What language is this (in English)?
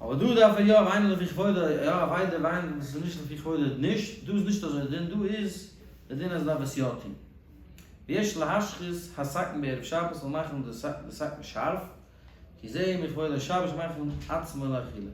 Yiddish